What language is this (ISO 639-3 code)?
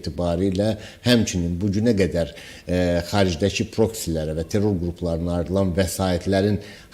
aze